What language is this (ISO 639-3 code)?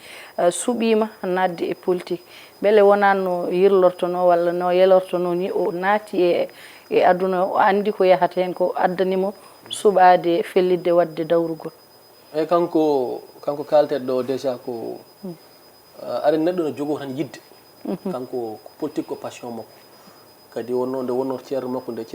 ful